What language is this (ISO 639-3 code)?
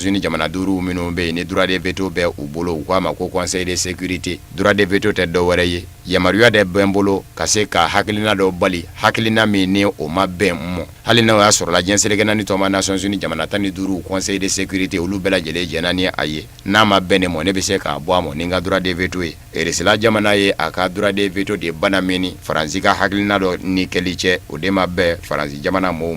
bam